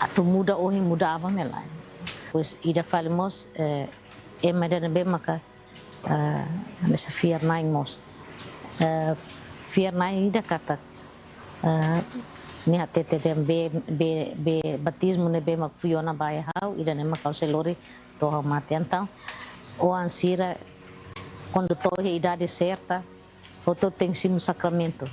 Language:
Tetum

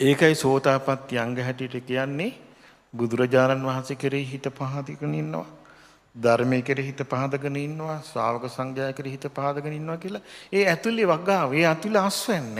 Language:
Sinhala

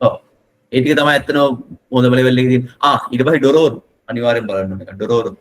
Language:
Sinhala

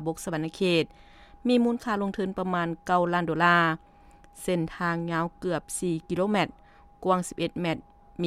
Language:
Lao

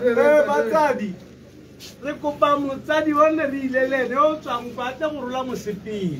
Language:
Tswana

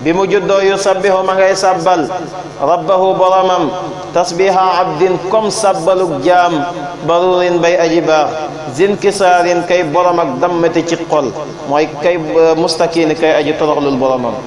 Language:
Wolof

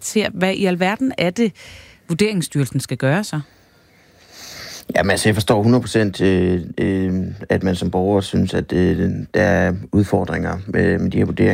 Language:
Danish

